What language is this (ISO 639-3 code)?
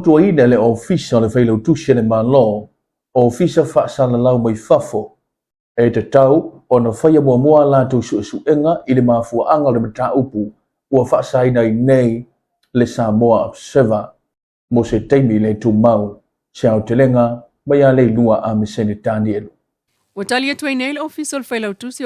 smo